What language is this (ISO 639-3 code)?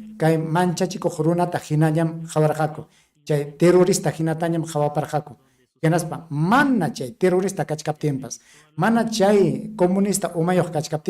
quy